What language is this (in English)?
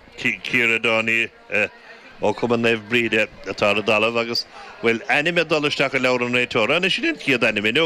Irish